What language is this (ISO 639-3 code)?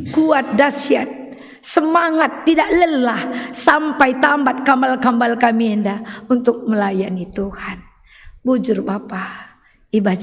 btx